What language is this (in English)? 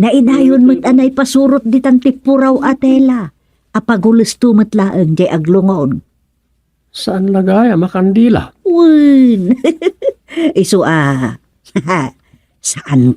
Iloko